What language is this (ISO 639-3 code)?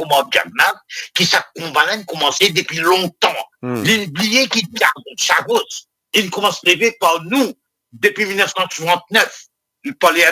mfe